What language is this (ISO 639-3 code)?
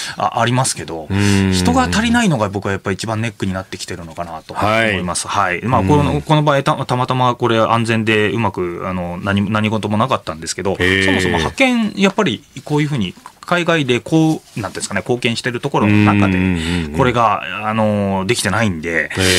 jpn